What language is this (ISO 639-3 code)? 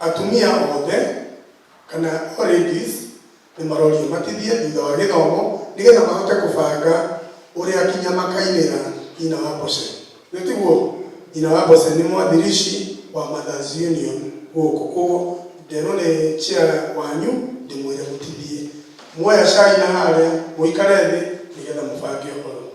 kik